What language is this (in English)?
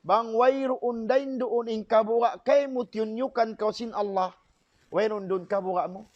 Tausug